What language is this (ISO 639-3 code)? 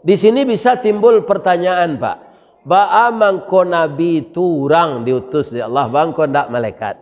min